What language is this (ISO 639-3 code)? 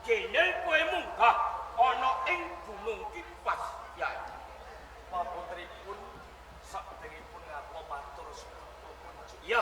jav